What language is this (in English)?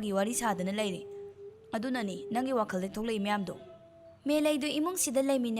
Manipuri